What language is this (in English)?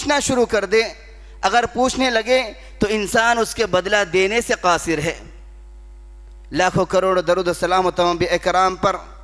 Urdu